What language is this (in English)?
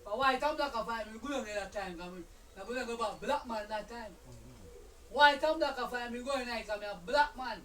Jamaican Creole English